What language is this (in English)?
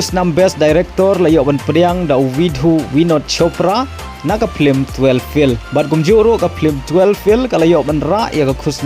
Khasi